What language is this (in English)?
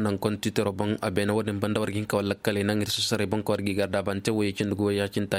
Koyraboro Senni